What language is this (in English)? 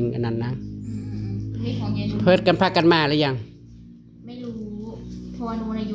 Northeastern Thai